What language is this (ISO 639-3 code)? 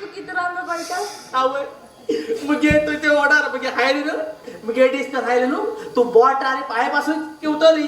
kok